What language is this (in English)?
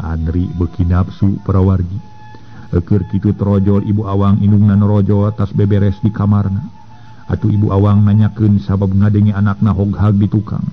Sundanese